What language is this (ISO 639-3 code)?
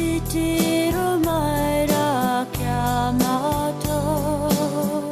mri